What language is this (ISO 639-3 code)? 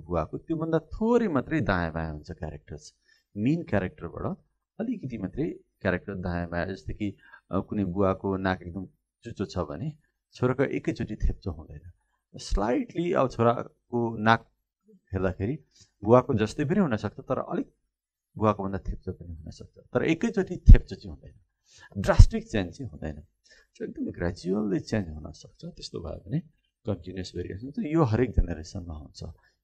nep